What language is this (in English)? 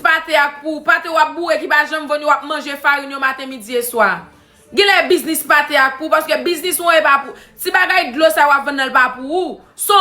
Haitian Creole